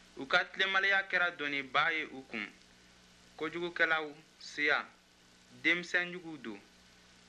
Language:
Bambara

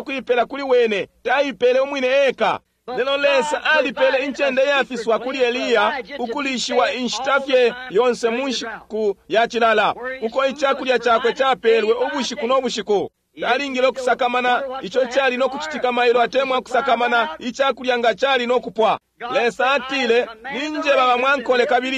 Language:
Bemba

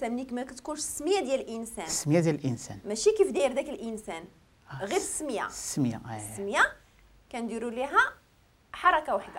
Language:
Moroccan Arabic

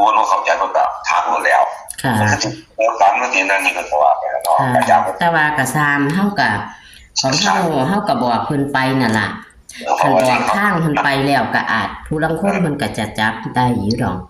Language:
Northeastern Thai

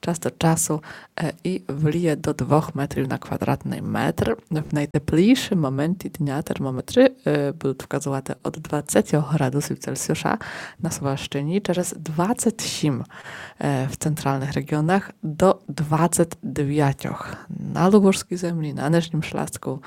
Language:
Rusyn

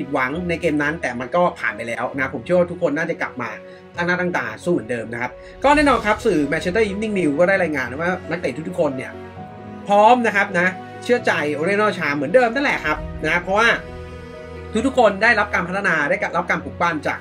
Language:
Thai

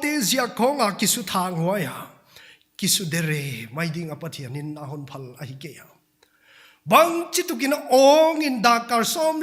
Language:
Paite Chin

